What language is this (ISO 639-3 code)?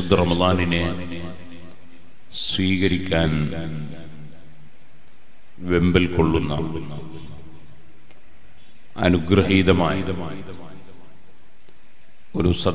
mal